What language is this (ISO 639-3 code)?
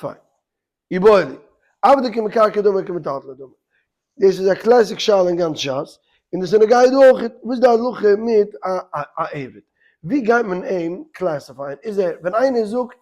yid